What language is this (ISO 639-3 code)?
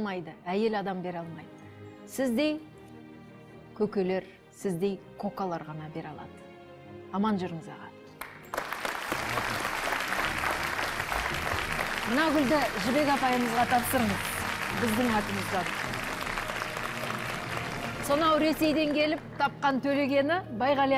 kaz